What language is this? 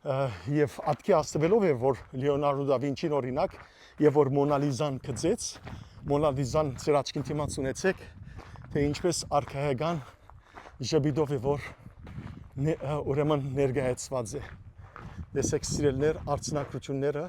Western Armenian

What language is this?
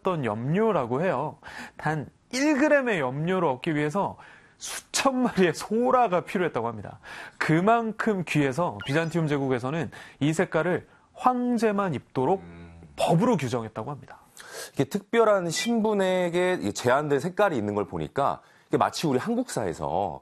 Korean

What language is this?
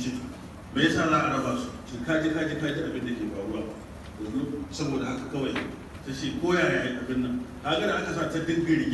Hausa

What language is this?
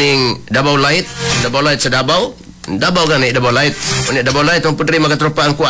Cebuano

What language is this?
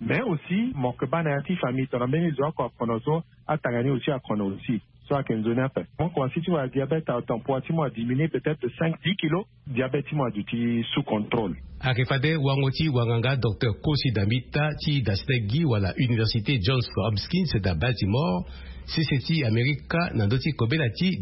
Sango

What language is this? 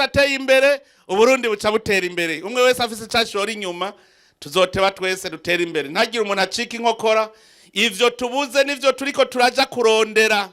Rundi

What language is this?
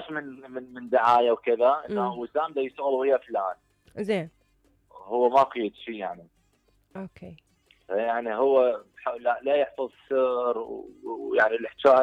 Mesopotamian Arabic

